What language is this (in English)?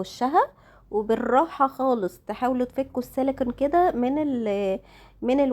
Egyptian Arabic